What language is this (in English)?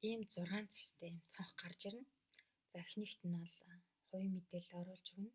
Mongolian